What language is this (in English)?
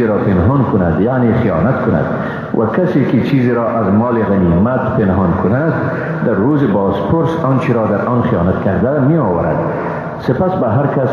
Persian